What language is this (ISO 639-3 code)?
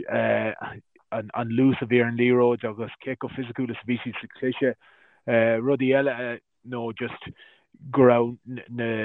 gle